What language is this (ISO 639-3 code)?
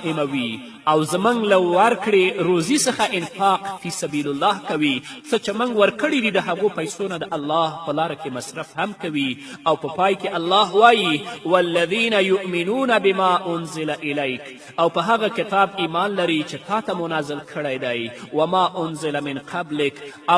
pus